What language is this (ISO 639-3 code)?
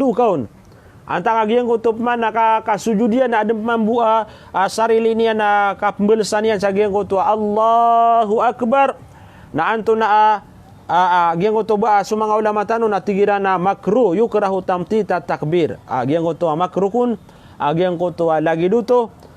mrw